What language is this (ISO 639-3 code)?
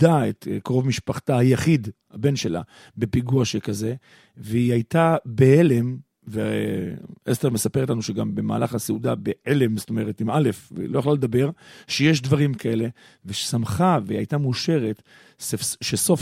heb